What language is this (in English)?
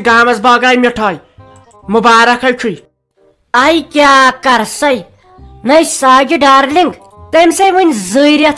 Kashmiri